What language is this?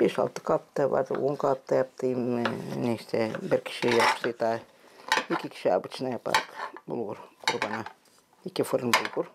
Gagauz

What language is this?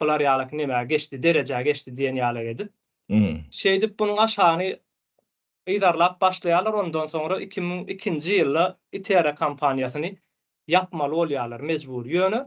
Turkmen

